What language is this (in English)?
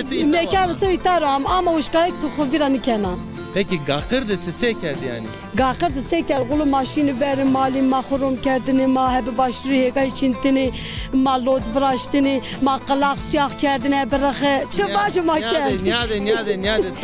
Zaza